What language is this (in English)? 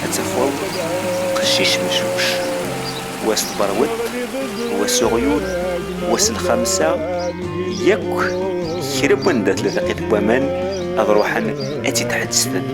Kabyle